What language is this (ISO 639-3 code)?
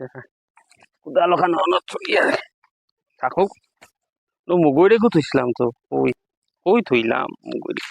syl